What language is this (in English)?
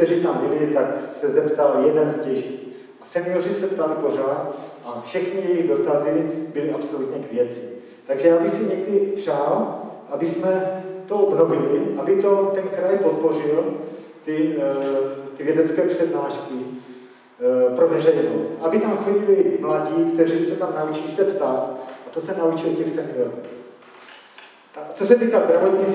Czech